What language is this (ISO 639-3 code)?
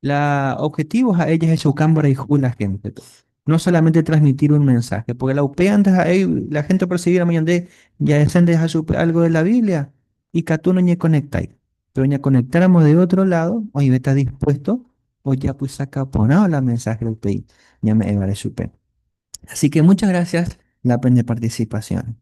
grn